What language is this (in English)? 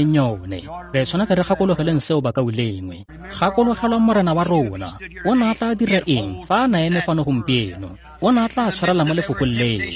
Tswana